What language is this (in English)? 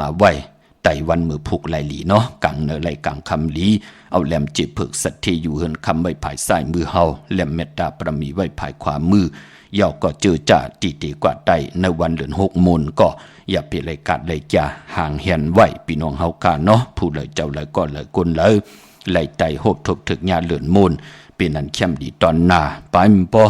Shan